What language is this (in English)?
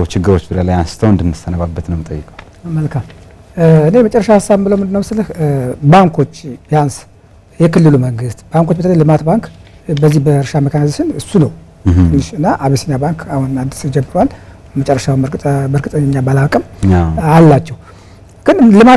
Amharic